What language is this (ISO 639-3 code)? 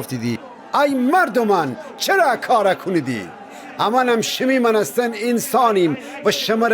glk